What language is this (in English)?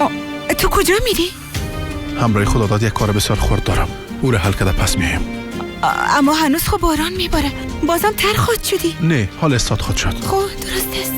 Persian